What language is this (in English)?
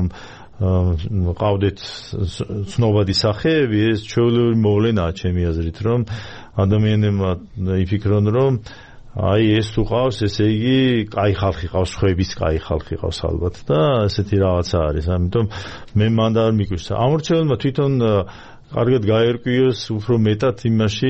Georgian